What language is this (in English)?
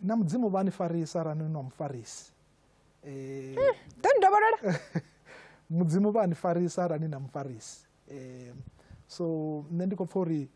Venda